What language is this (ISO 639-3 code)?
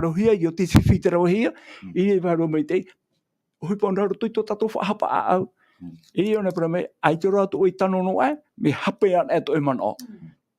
tah